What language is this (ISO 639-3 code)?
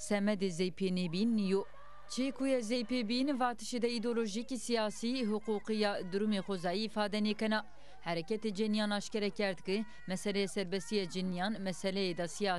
zza